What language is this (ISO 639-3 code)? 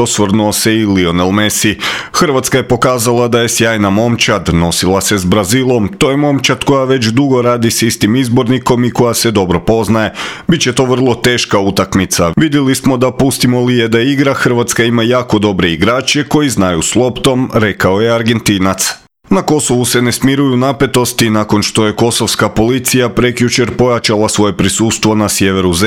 hrv